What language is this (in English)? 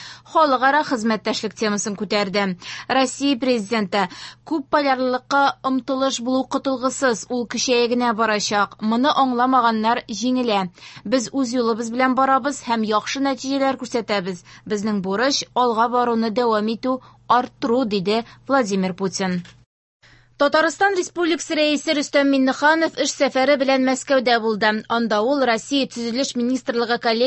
Tatar